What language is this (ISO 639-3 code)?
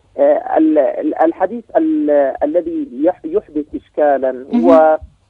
ara